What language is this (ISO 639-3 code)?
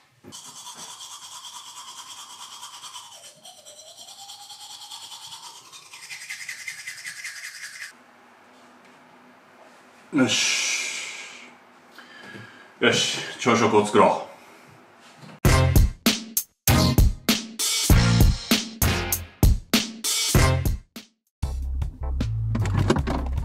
jpn